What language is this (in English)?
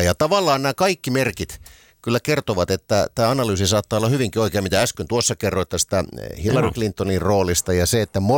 Finnish